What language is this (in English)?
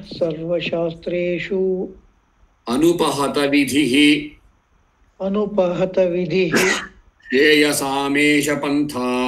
Sanskrit